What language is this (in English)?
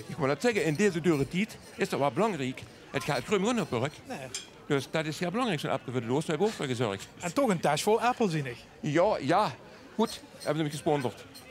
Limburgish